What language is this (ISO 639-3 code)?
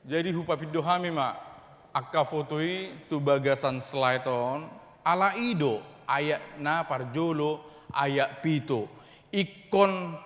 bbc